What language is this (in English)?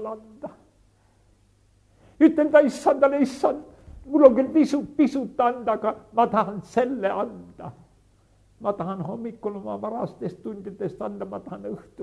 Estonian